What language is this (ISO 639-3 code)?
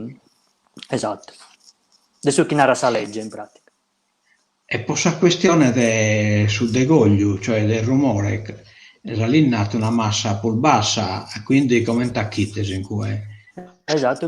srd